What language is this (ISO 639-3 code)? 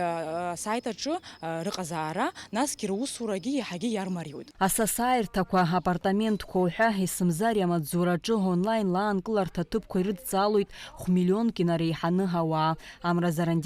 abk